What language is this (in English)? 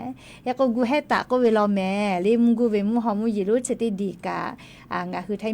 Lahu